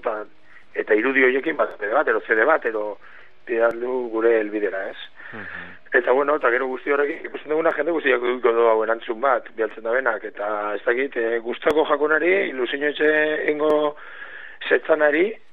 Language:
Basque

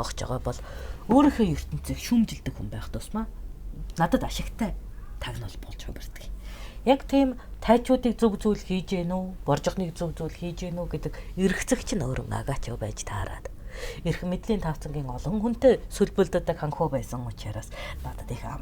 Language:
Mongolian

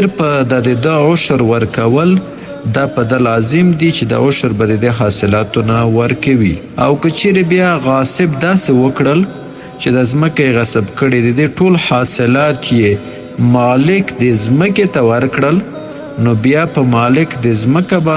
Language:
Pashto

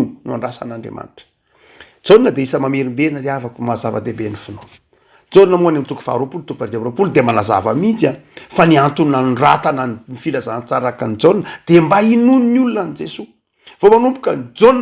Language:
Malagasy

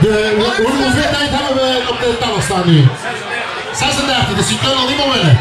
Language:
Limburgish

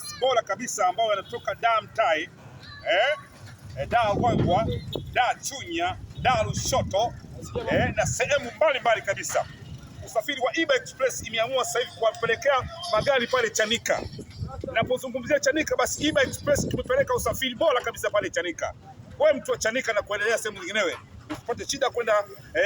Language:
Swahili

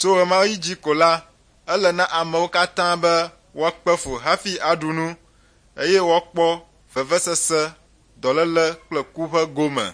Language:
Ewe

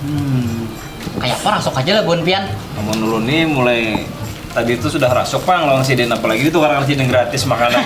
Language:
Banjar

